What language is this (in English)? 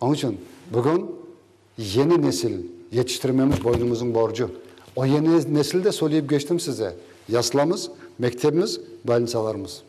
Crimean Tatar